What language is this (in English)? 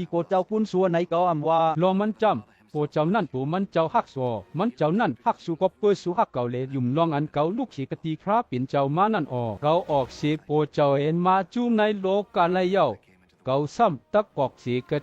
Shan